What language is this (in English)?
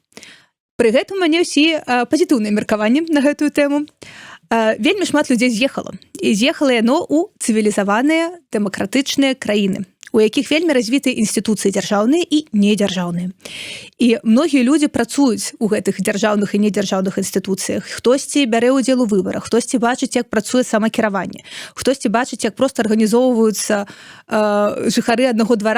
Belarusian